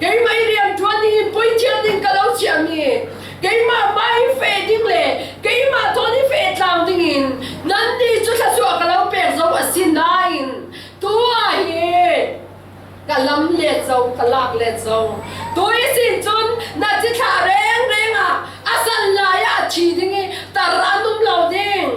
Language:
Falam Chin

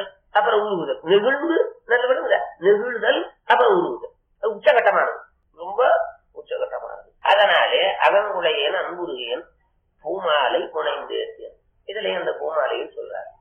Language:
Tamil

